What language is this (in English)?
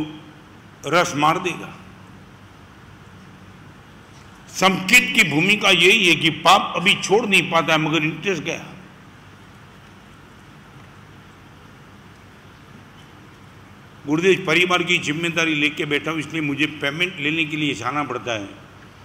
Hindi